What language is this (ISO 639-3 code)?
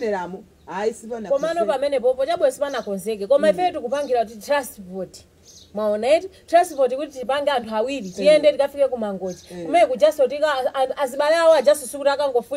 nya